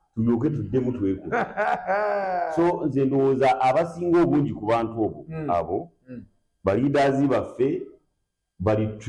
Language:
Ganda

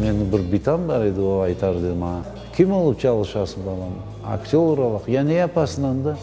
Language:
Crimean Tatar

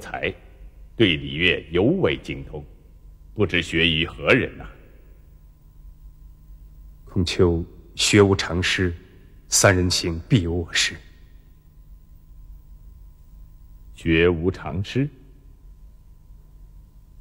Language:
Chinese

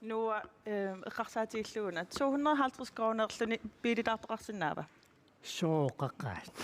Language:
Kalaallisut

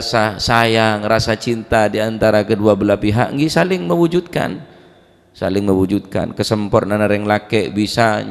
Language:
Madurese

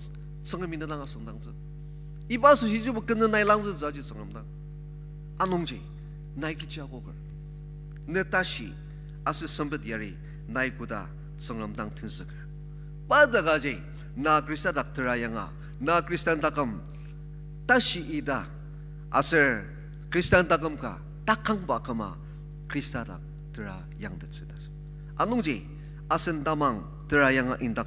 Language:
Ao Naga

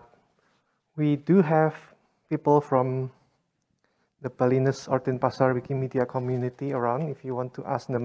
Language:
English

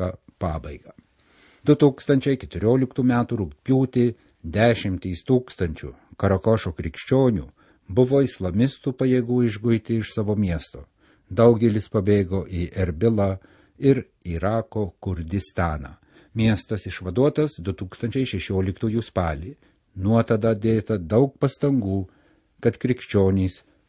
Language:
Lithuanian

